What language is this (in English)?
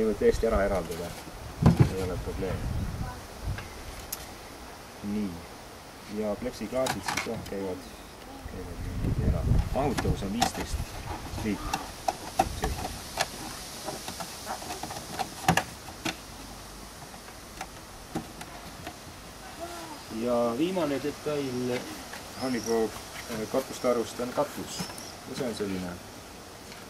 Estonian